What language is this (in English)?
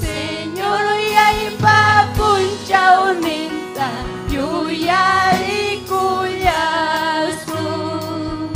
Ayacucho Quechua